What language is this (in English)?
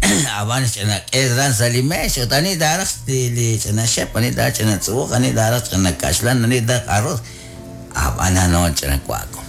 Kekchí